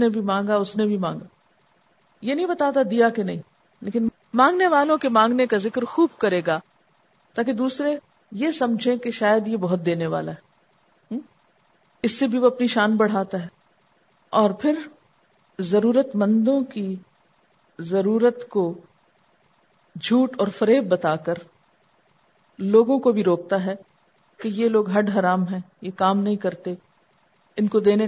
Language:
Urdu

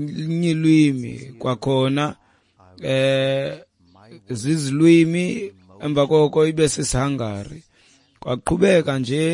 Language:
Xhosa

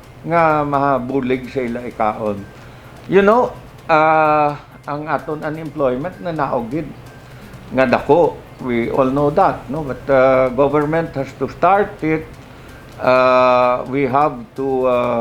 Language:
Hiligaynon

